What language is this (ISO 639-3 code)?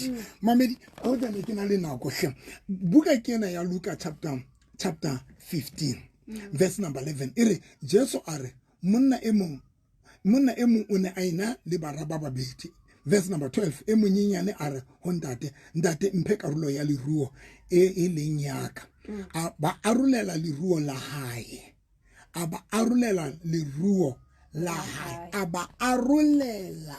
sot